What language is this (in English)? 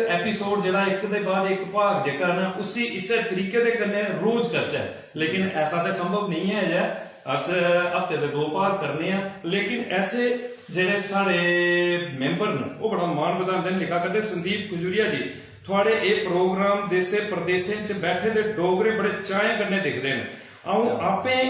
Dogri